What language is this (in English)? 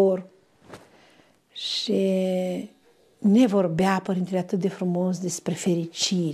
Romanian